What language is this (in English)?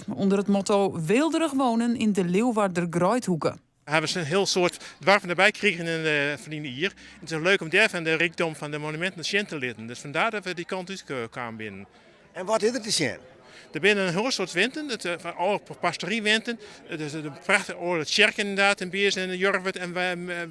Western Frisian